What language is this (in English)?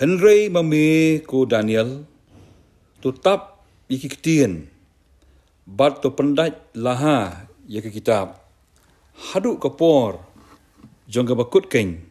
Khasi